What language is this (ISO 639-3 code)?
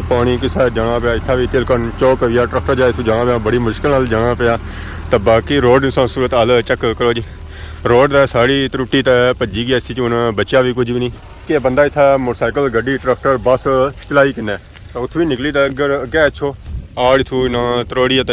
phr